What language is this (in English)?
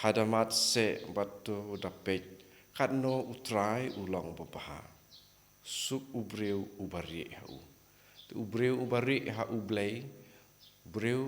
Khasi